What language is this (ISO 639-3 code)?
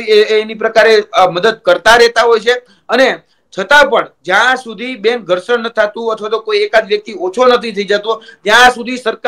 guj